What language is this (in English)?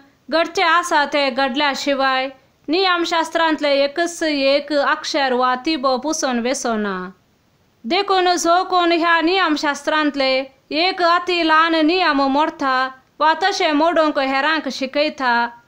Konkani